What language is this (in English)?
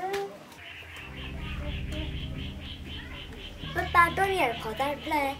S'gaw Karen